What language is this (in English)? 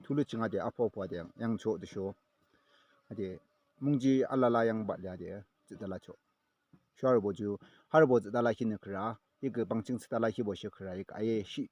Yimchungru Naga